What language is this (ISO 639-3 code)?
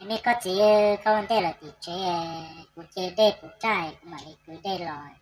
hmn